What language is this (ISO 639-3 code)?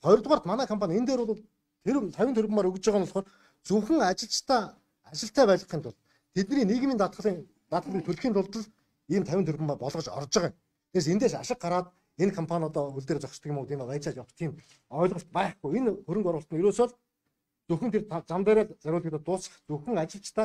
mon